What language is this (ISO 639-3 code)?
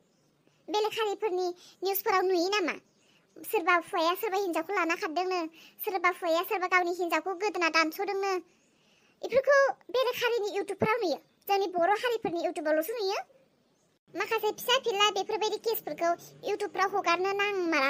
brx